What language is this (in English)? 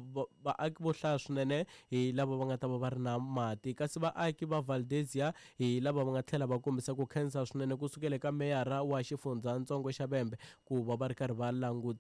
Tsonga